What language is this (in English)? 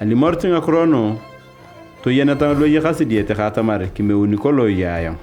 Turkana